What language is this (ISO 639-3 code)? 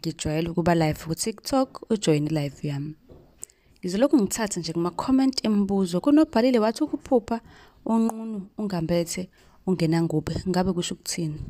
zul